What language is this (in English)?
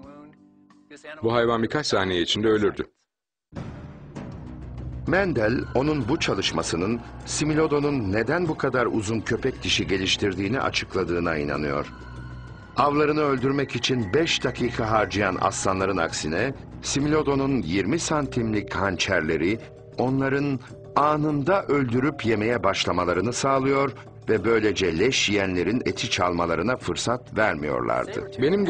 Turkish